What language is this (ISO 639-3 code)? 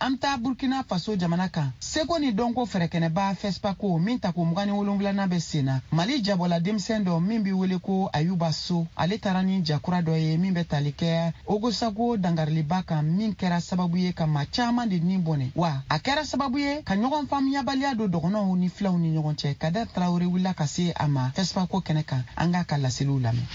bam